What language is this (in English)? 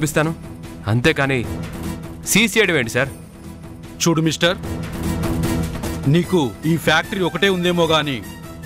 Telugu